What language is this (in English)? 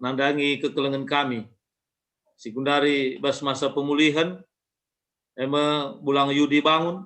Batak Karo